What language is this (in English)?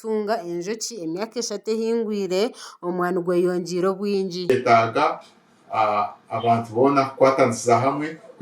Nyankole